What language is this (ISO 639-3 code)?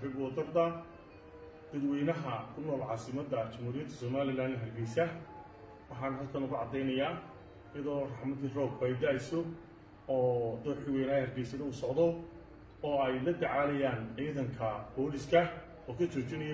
som